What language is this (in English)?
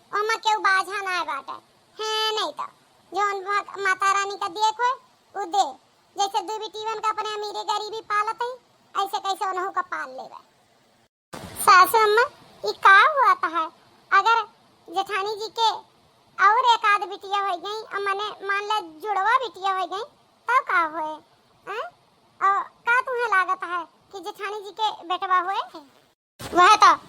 Awadhi